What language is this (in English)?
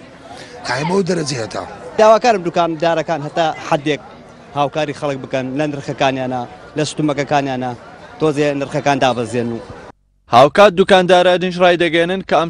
Central Kurdish